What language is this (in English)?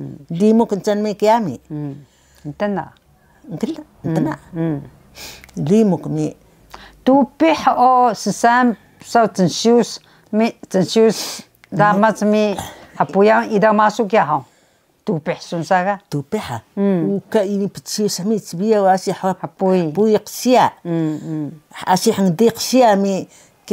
Taroko